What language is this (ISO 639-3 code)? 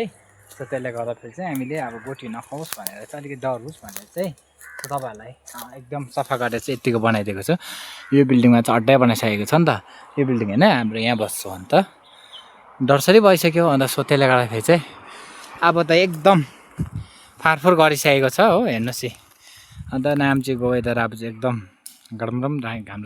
nep